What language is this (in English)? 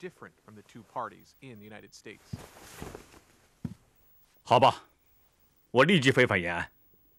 Chinese